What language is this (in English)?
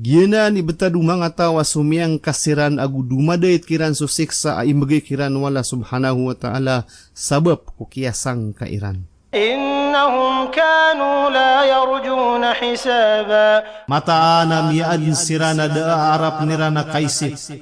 Maranao